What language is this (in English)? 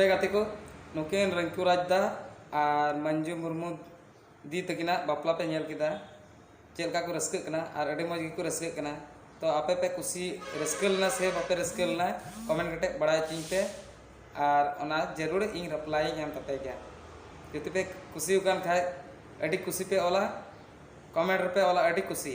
Santali